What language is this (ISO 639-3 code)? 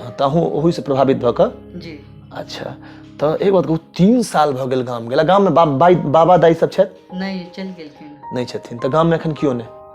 mai